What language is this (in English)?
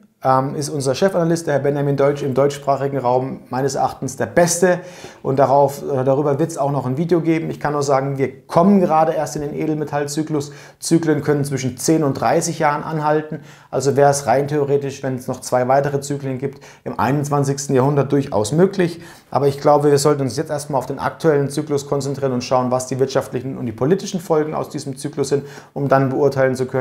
German